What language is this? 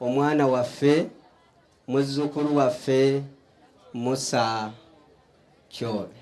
Ganda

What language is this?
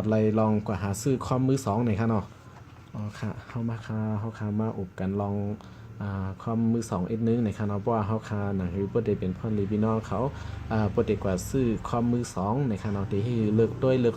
Shan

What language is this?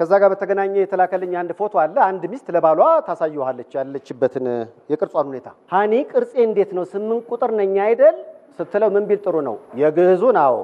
Amharic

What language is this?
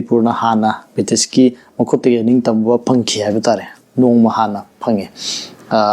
Manipuri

